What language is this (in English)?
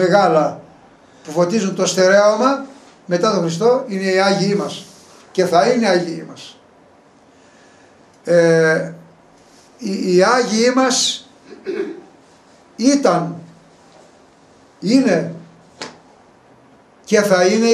Greek